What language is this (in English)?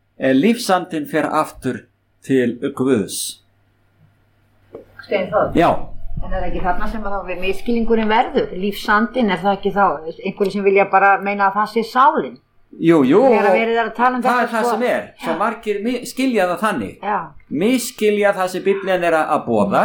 Icelandic